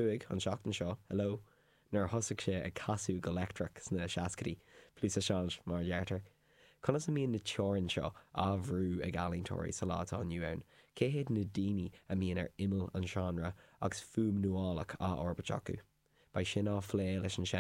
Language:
Irish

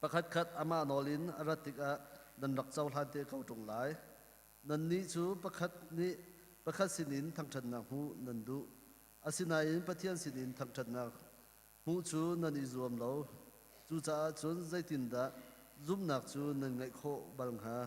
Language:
Hakha Chin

